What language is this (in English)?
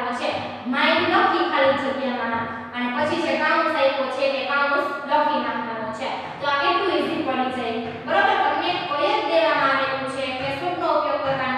Gujarati